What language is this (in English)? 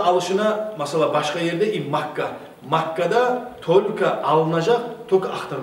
Kumyk